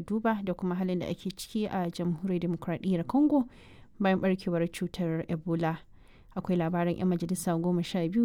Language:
Hausa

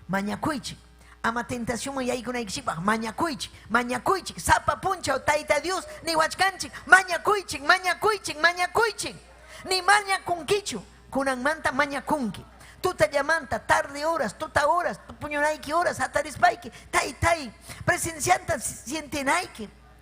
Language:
Ayacucho Quechua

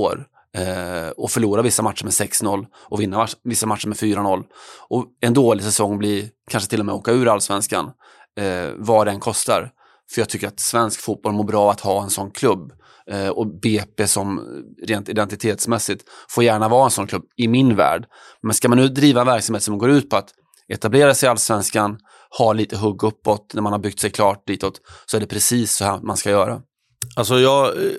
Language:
Swedish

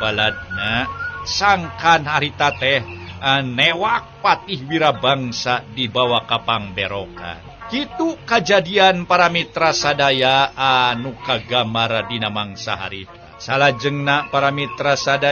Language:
Sundanese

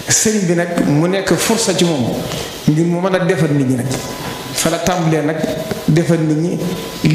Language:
Wolof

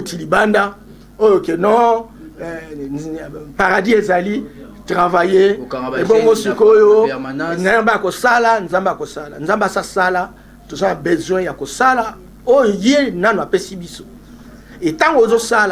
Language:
Lingala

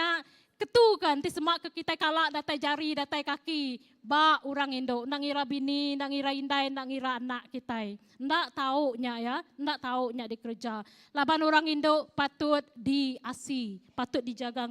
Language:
Iban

